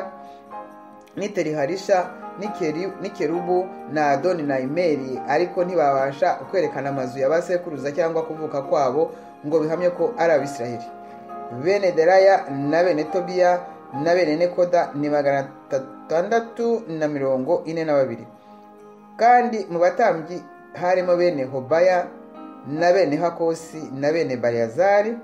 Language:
Kinyarwanda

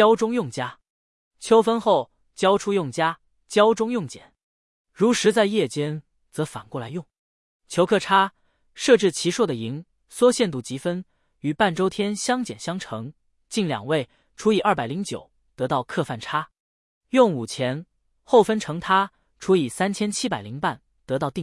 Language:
Chinese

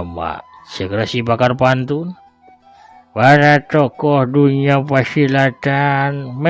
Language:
Sundanese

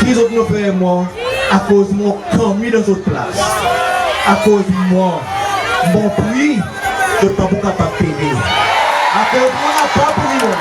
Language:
Seselwa Creole French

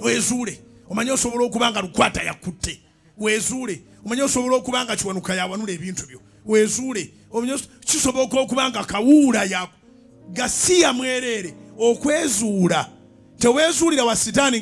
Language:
Ganda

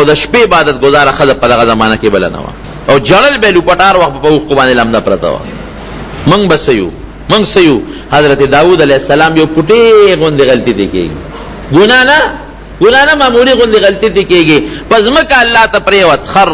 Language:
Pashto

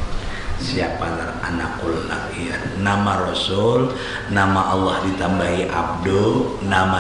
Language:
Banjar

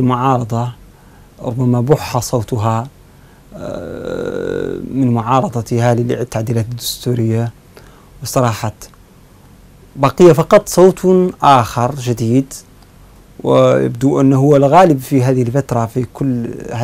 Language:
Arabic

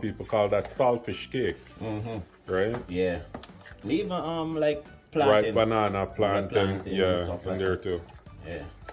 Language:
Jamaican Creole English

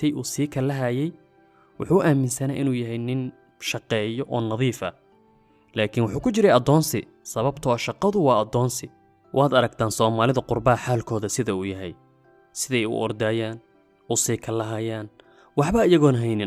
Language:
Somali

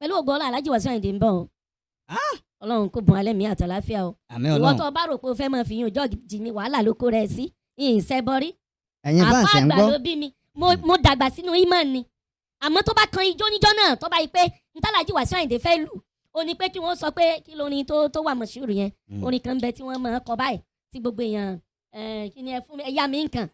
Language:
Yoruba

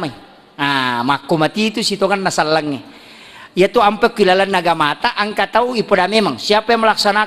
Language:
Buginese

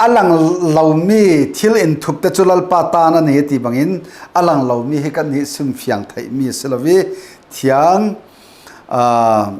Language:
Falam Chin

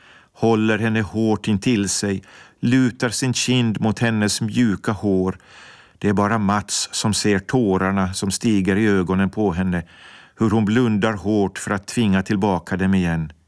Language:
Swedish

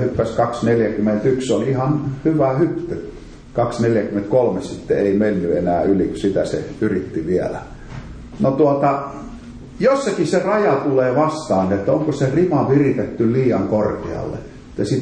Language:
Finnish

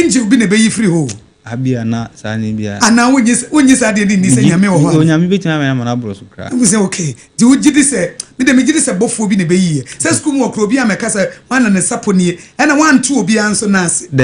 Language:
Akan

